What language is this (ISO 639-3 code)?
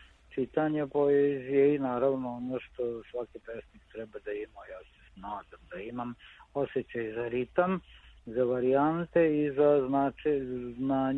srp